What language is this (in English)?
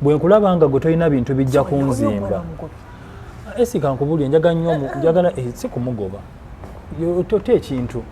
Ganda